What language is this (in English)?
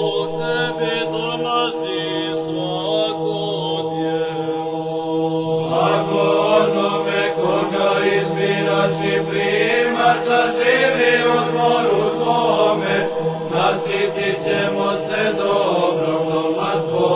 Serbian